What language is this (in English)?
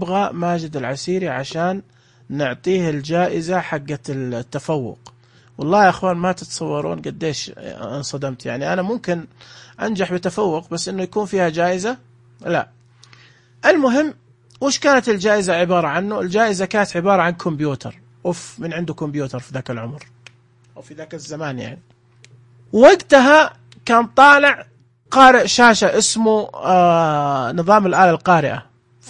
Najdi Arabic